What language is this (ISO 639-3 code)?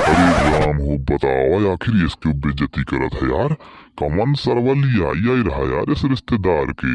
awa